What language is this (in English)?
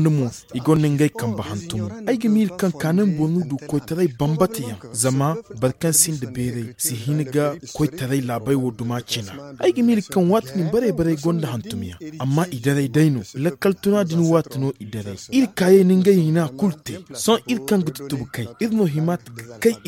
Zarma